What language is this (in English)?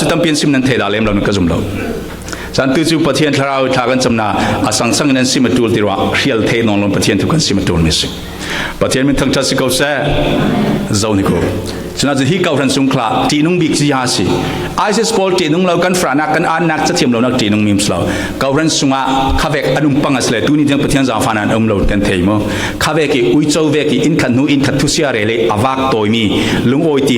Falam Chin